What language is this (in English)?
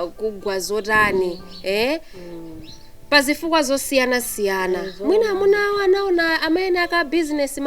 Nyanja